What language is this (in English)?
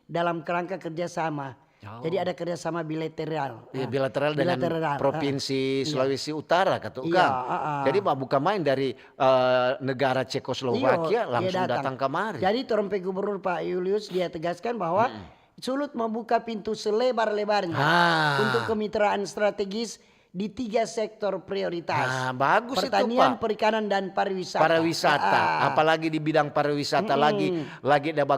Manado Malay